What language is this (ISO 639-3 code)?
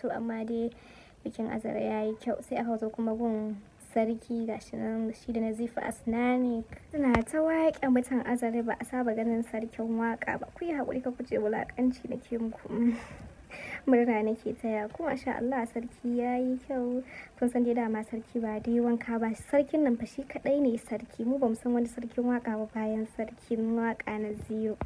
hau